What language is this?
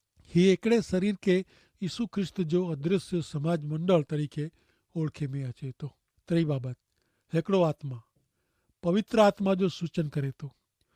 Kachhi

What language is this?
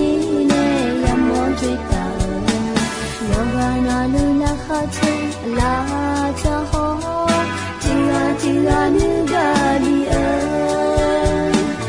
Akha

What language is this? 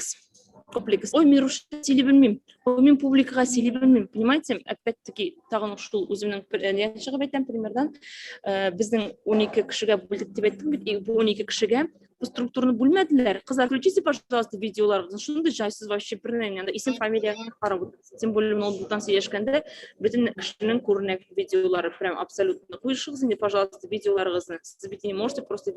Tatar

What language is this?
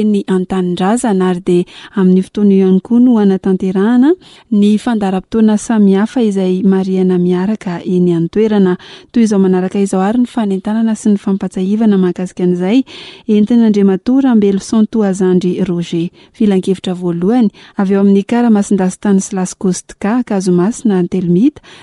Malagasy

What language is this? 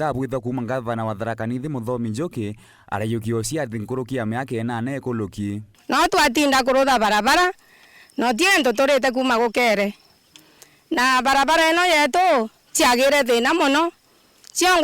Meru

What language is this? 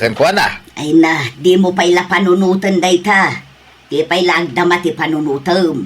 Iloko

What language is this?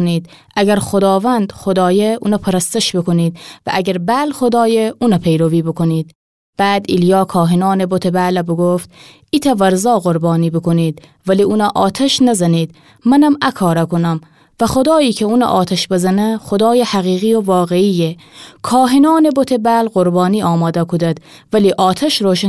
Gilaki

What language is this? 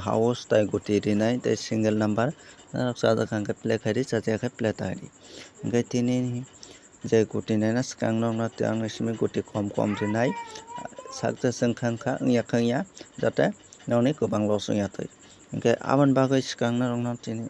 Kok Borok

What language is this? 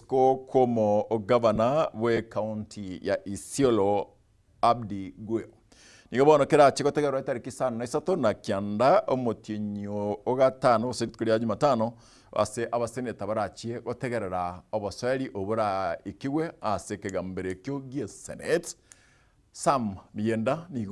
Gusii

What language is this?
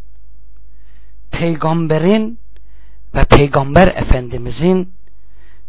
Turkish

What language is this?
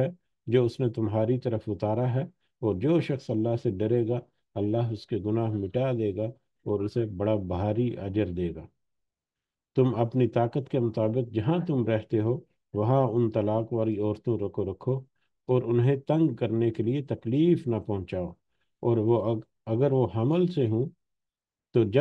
Urdu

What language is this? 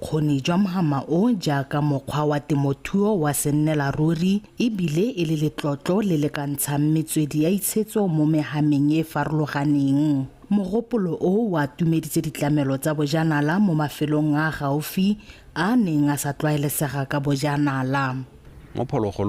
Tswana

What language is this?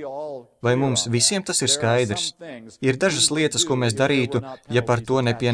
Latvian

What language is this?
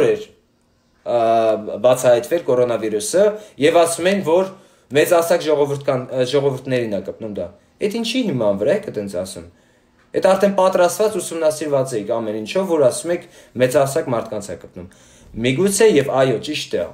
Armenian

